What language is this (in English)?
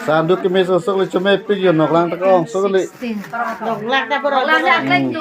Karbi